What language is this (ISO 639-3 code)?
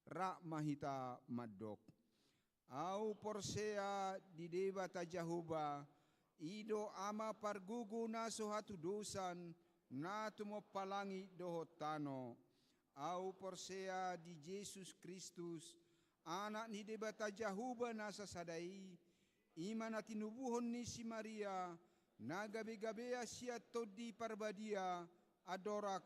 bbc